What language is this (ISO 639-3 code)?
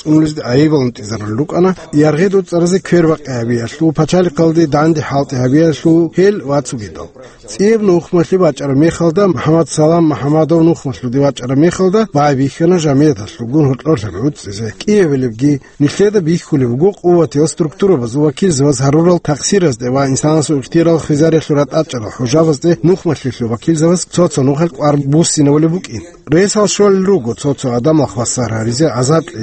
ava